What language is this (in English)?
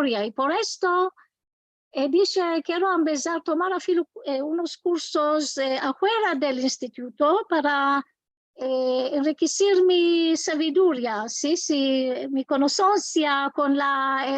Ladino